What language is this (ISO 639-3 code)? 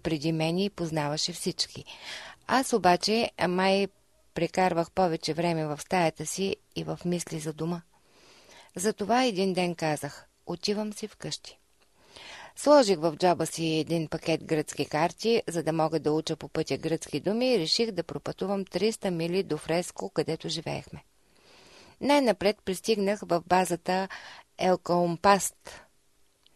bul